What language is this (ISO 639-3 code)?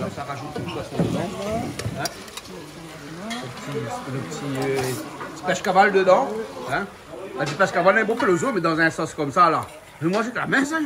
rcf